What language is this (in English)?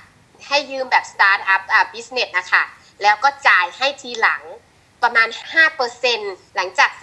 Thai